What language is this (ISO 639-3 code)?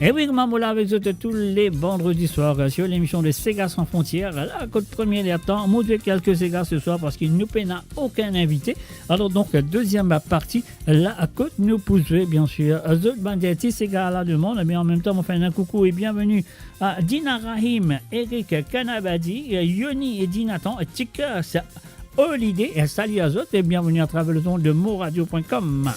mfe